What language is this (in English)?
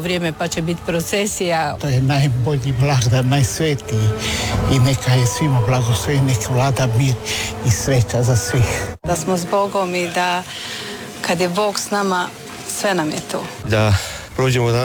Croatian